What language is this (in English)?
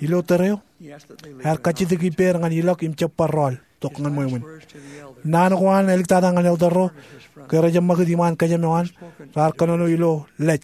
Marshallese